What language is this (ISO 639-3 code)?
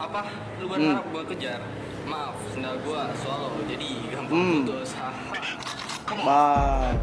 mui